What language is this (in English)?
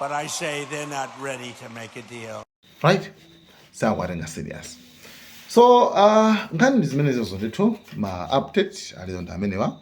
Nyanja